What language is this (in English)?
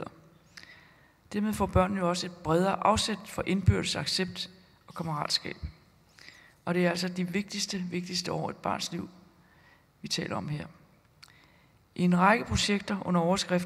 Danish